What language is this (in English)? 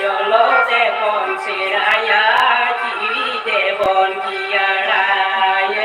Santali